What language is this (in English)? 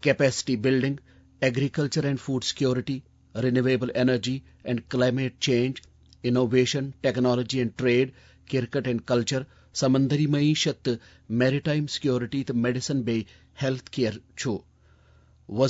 Kashmiri